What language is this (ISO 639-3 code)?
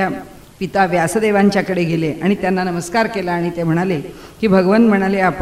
mar